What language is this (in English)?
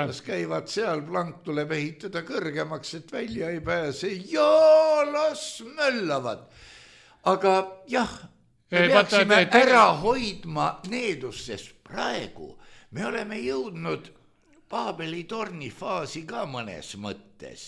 Estonian